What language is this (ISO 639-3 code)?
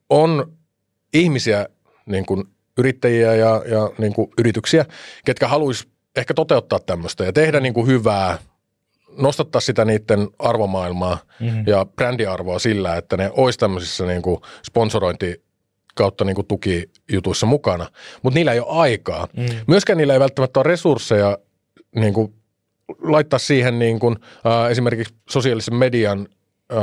fin